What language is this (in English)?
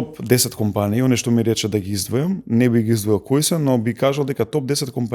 Macedonian